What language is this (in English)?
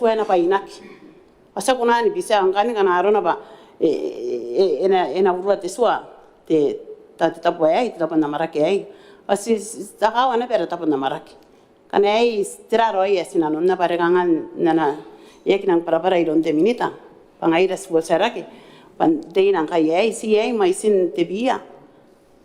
Gilbertese